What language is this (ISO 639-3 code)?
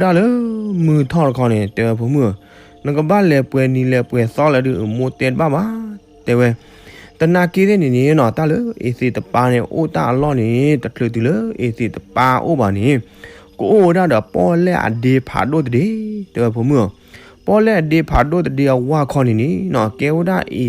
ksw